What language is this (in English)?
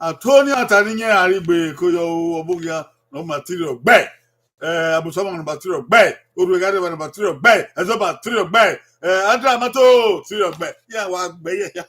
Bini